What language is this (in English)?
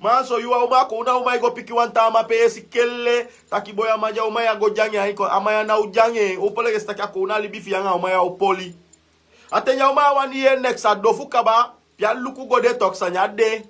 Sranan Tongo